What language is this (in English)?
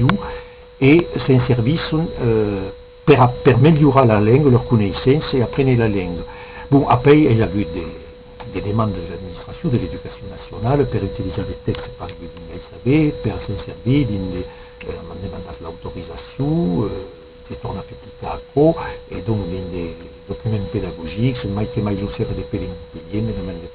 Occitan